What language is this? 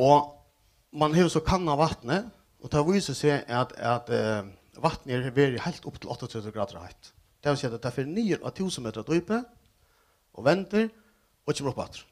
Faroese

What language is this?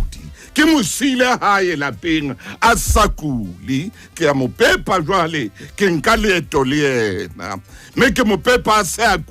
Southern Sotho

